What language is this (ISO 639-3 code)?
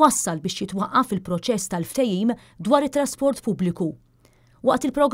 mlt